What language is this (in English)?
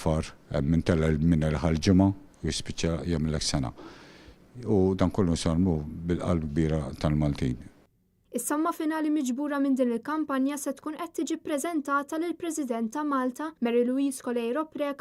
Maltese